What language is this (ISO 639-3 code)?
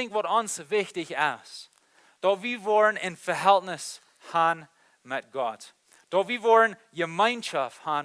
pdt